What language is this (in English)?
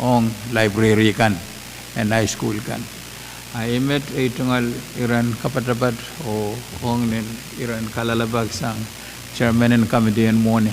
Pohnpeian